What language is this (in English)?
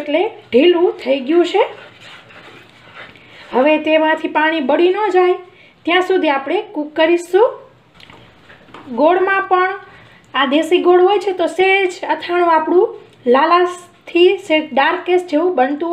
Gujarati